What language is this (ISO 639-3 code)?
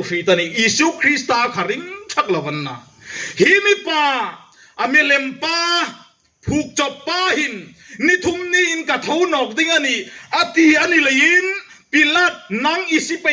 hmr